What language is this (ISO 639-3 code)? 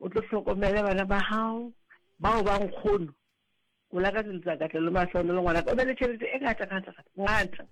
sot